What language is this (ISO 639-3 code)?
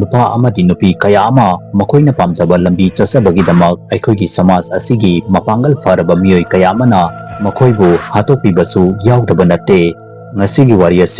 mni